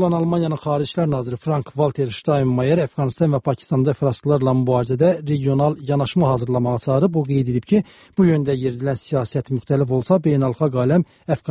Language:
Azerbaijani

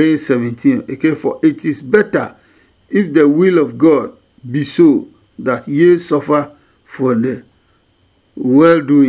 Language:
Adangme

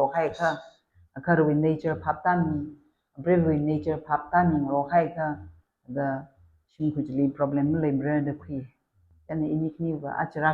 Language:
Tangkhul Naga (India)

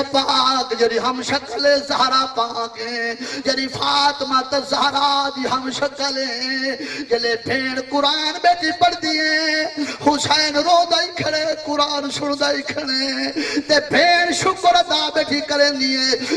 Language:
Saraiki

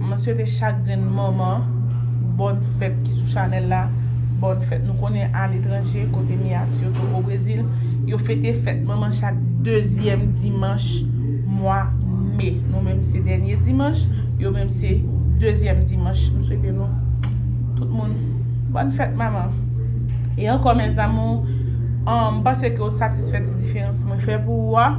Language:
Haitian Creole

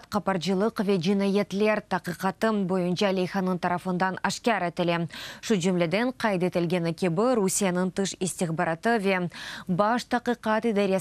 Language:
Crimean Tatar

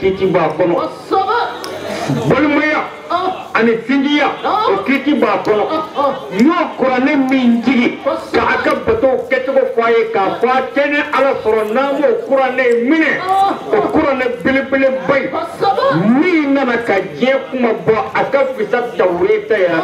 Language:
Bambara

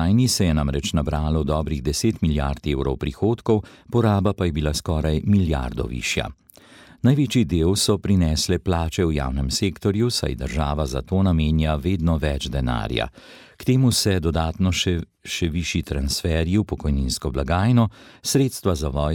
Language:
Slovenian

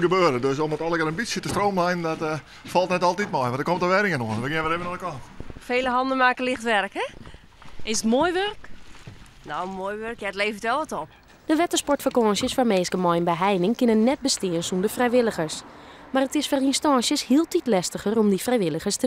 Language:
Western Frisian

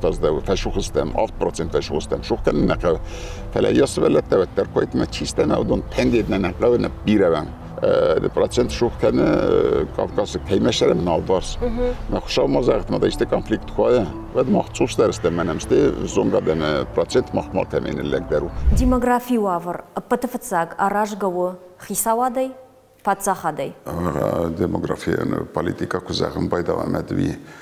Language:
Ossetic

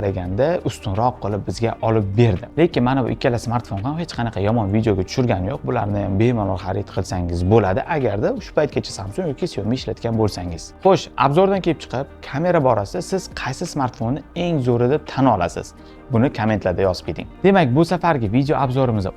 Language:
Uzbek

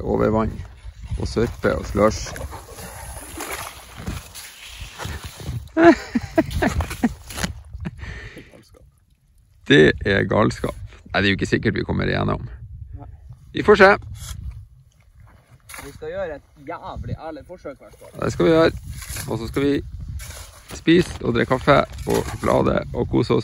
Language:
Norwegian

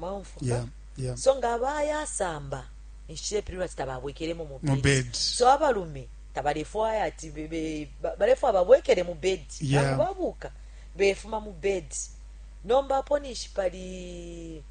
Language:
Bemba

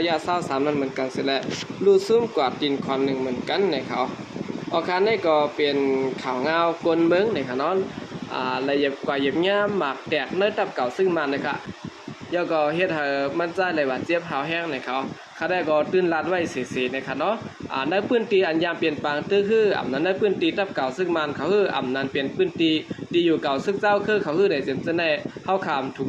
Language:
Shan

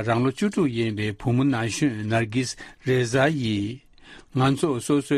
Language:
Tibetan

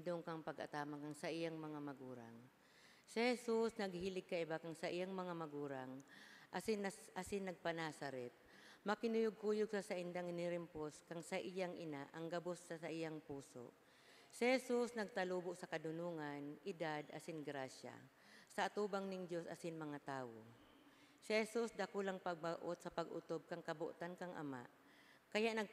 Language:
Bikol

